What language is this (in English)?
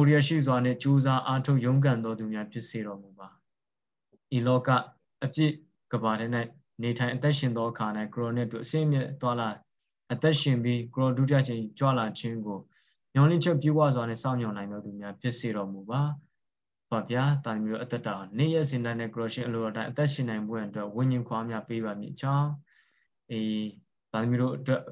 Burmese